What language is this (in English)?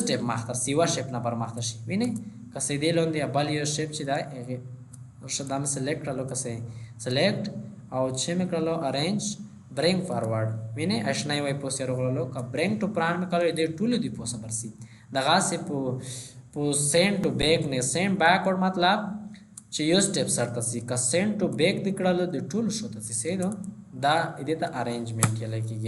Pashto